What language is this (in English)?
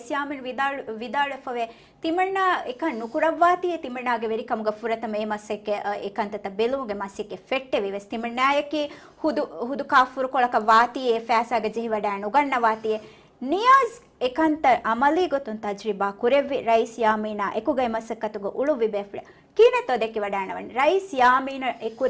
Divehi